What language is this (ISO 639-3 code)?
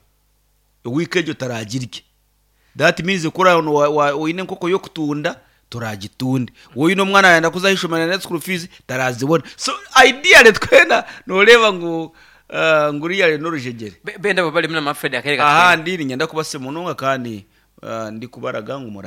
nyn